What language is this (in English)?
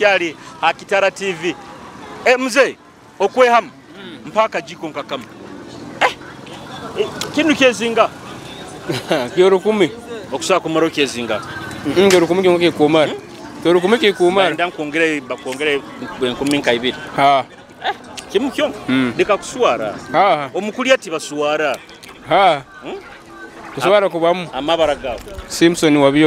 Nyoro